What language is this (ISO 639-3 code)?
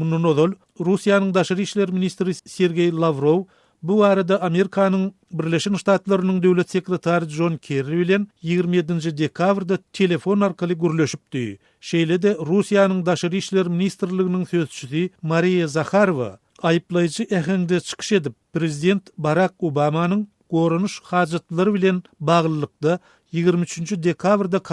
tuk